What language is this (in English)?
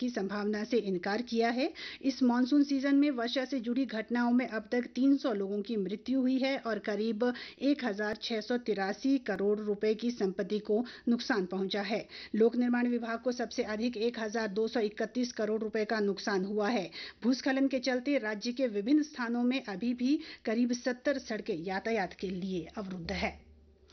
Hindi